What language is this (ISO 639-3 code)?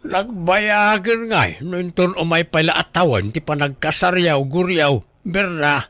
ilo